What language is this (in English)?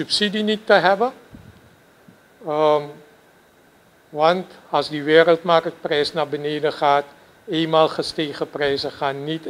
Dutch